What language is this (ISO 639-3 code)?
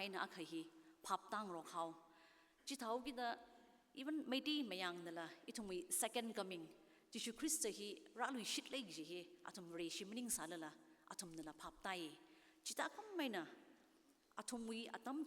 nmf